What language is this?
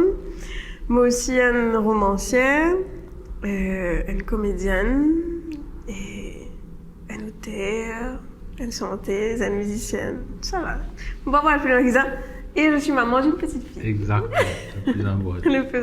Morisyen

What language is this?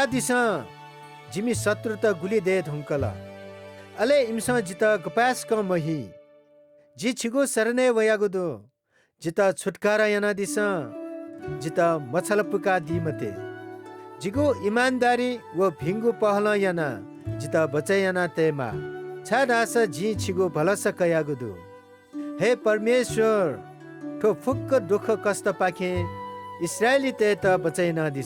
Newari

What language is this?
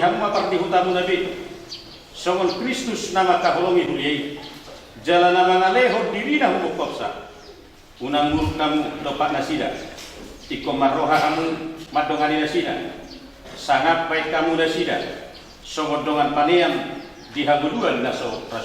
Batak Toba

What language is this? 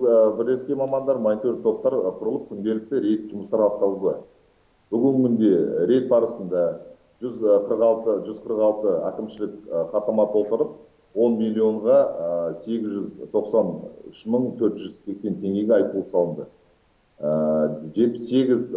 Kazakh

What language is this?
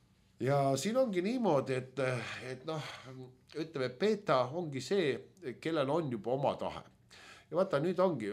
Estonian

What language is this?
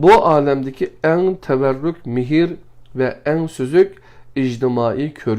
Uyghur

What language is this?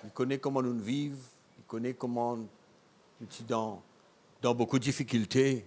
Morisyen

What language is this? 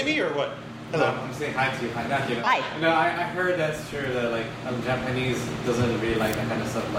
English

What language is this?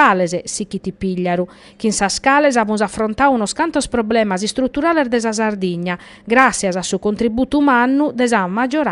Sardinian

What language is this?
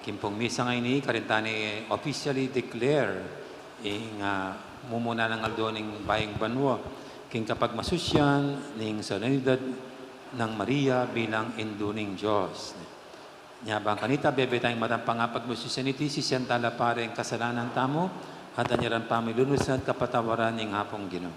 Pampanga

